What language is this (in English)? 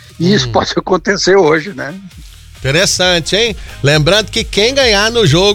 Portuguese